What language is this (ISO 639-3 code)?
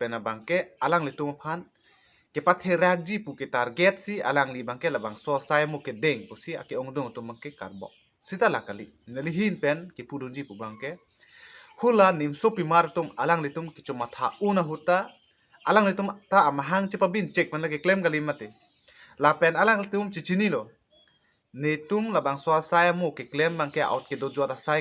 mjw